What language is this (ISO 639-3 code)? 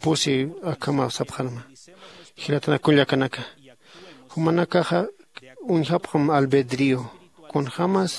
aym